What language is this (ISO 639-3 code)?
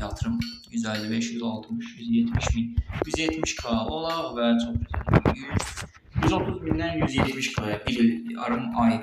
aze